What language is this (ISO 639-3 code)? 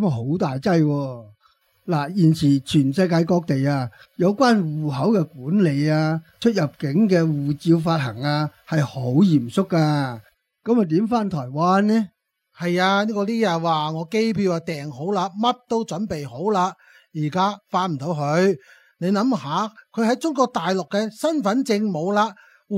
yue